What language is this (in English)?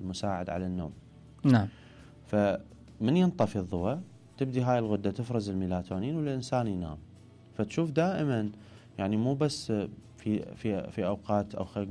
Mesopotamian Arabic